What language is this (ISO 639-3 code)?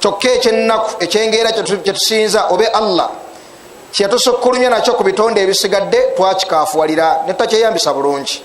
lug